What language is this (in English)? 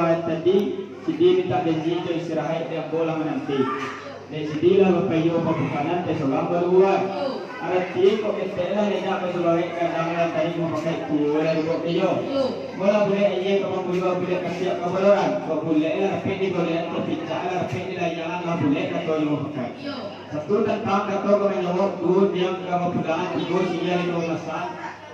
Minangkabau